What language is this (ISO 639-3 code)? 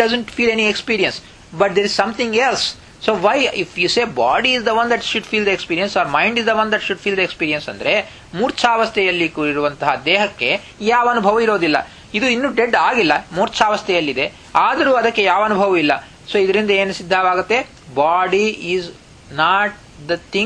kan